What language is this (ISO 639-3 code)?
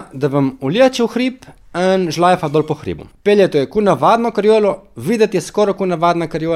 slv